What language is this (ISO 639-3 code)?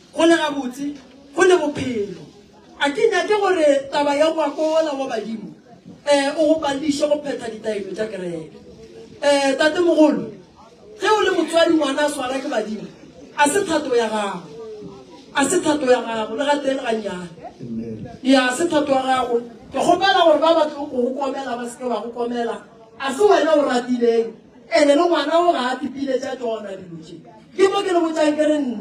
nso